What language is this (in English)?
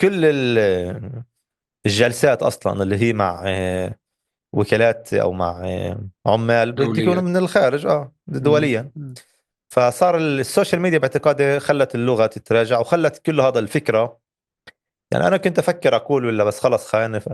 North Levantine Arabic